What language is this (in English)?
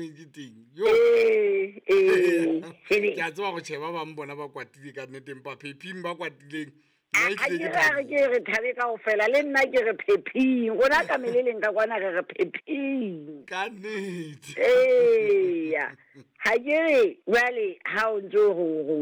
Southern Sotho